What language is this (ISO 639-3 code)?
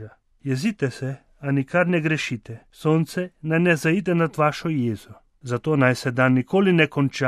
slv